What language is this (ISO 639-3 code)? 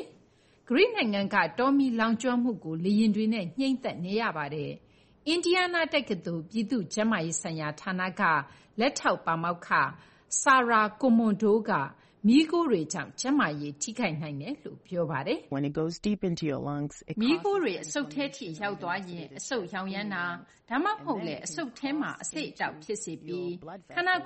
mya